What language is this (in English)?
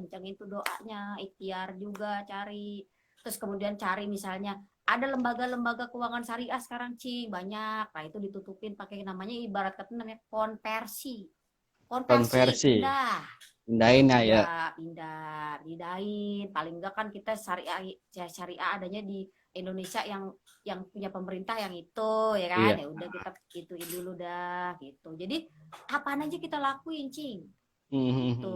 Betawi